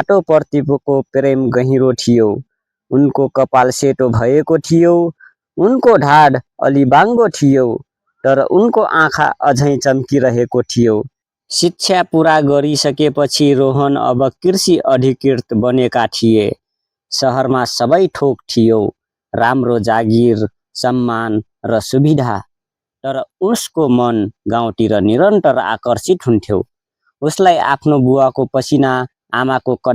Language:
Nepali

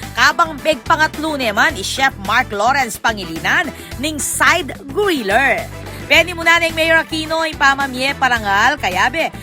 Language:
Pampanga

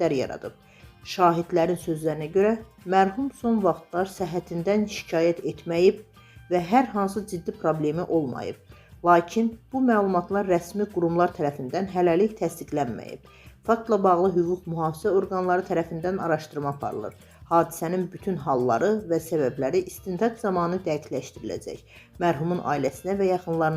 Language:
Azerbaijani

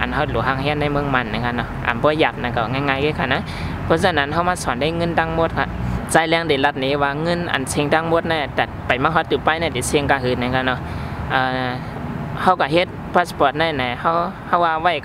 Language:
Shan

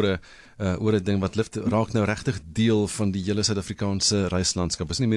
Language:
Afrikaans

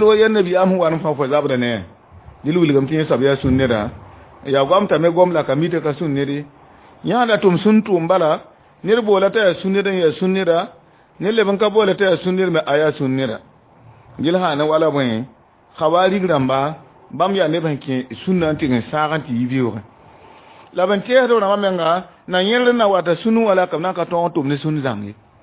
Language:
Mossi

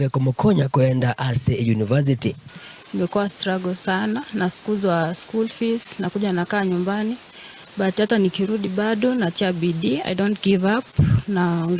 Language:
Gusii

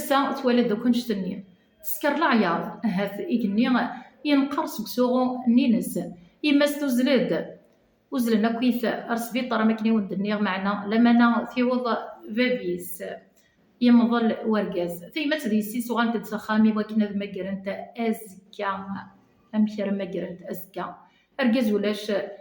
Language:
Kabyle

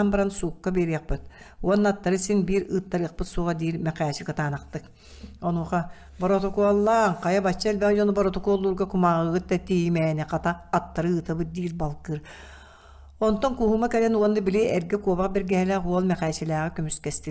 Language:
Yakut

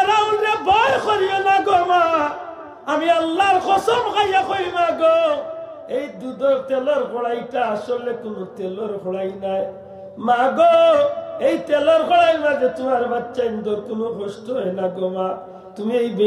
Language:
Sylheti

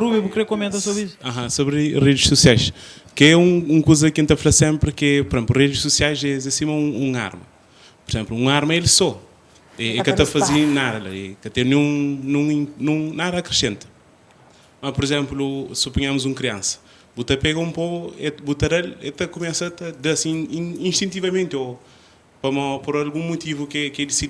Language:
Kabuverdianu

